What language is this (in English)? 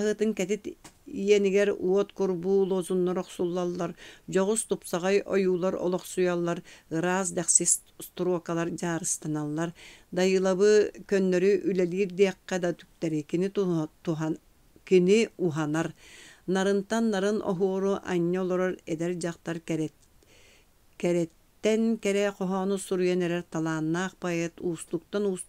Yakut